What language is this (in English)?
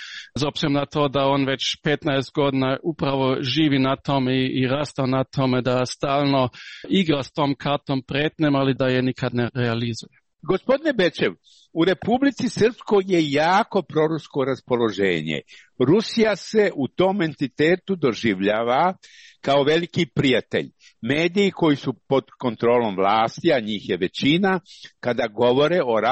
Serbian